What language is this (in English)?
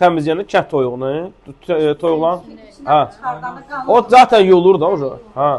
Azerbaijani